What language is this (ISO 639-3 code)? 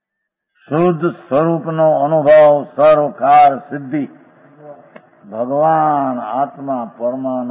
guj